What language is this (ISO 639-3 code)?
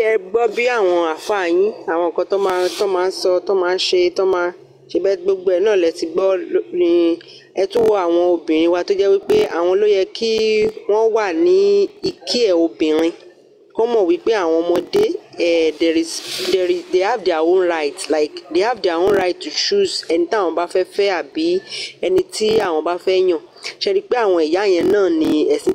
yor